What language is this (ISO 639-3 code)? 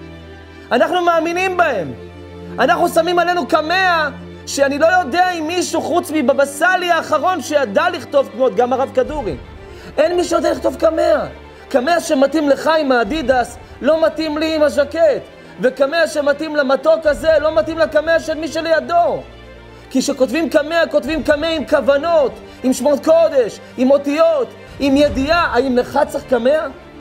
heb